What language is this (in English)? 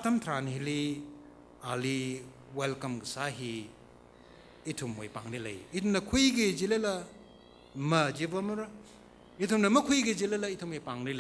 Tangkhul Naga (India)